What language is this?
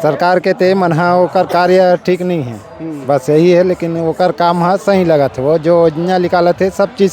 Chhattisgarhi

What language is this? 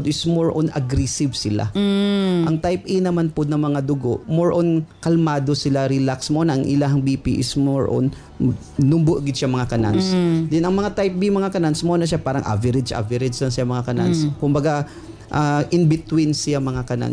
Cebuano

